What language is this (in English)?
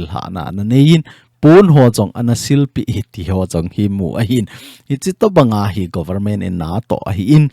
Thado Chin